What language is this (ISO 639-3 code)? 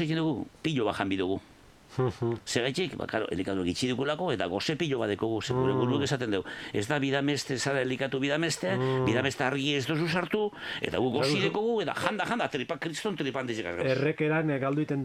eus